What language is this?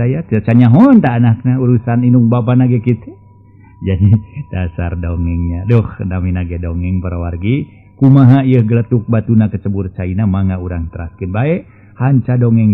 Sundanese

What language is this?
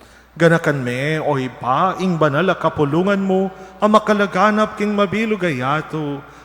Pampanga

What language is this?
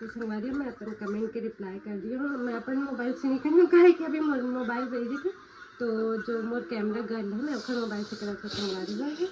Chhattisgarhi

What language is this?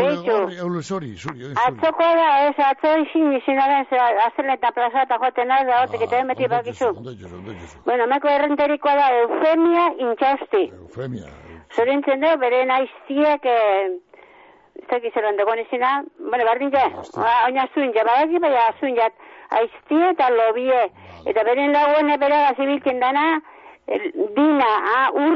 Basque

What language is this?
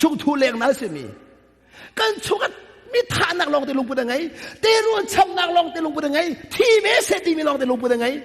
Hakha Chin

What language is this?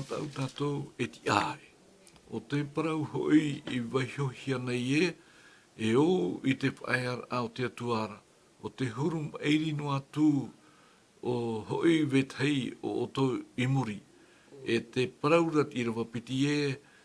Tahitian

